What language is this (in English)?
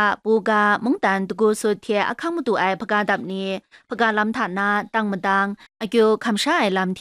Kachin